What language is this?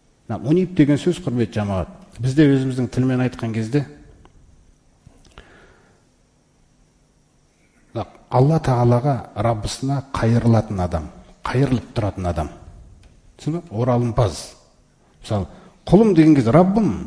Kazakh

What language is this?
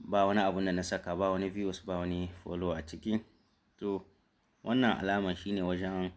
Hausa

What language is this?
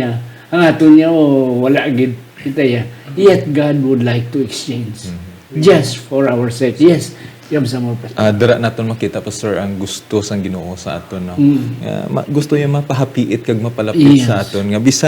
Hiligaynon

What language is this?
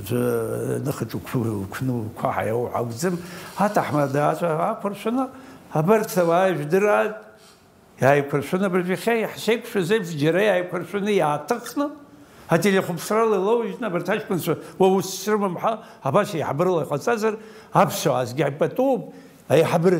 Abkhazian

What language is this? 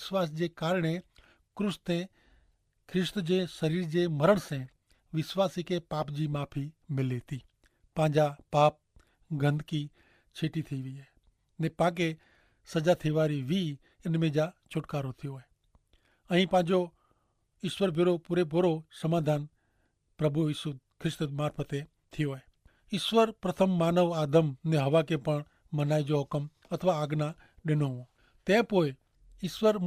Kachhi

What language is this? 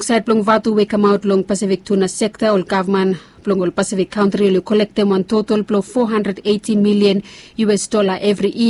Bislama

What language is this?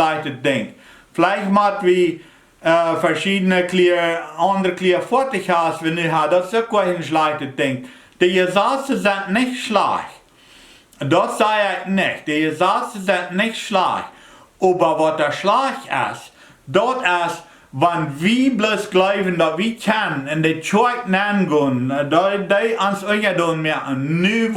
Plautdietsch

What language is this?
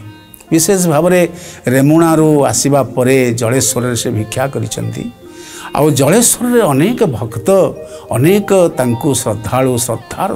Odia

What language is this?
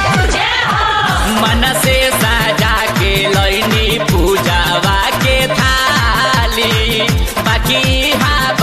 Bhojpuri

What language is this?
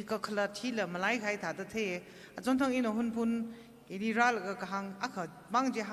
Tangkhul Naga (India)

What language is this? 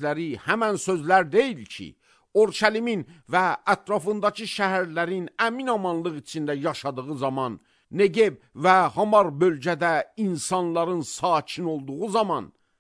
Azerbaijani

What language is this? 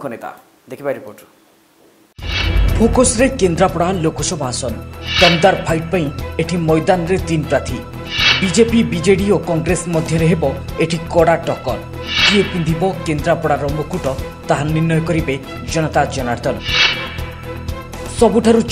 Odia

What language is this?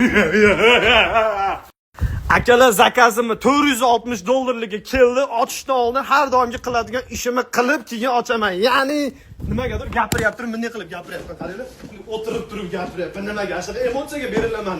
Uzbek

